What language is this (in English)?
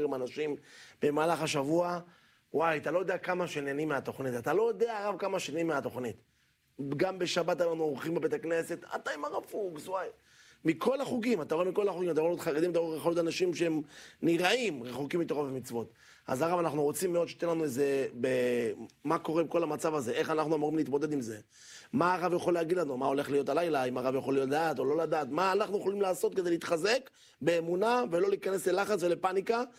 Hebrew